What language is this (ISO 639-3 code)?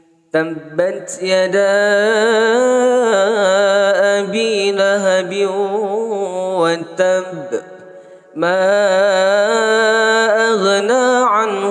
ara